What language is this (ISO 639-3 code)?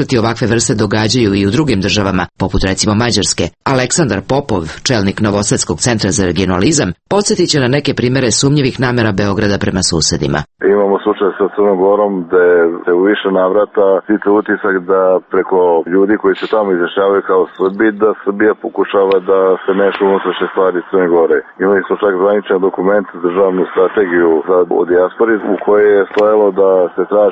srp